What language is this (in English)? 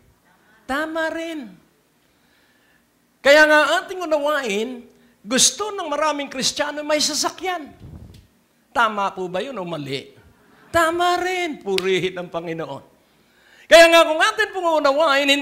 Filipino